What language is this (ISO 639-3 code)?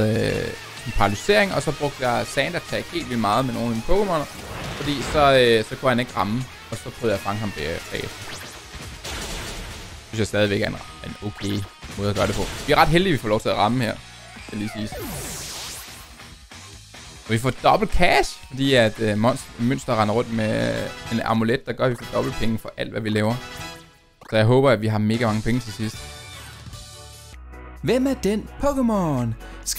dan